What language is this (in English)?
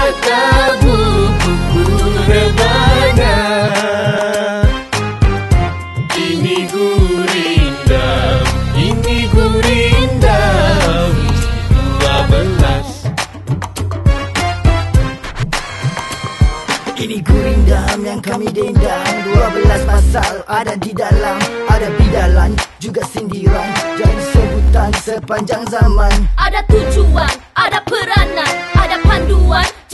Malay